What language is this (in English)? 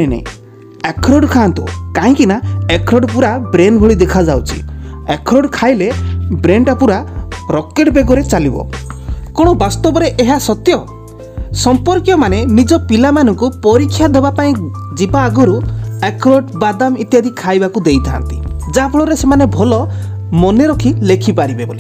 Odia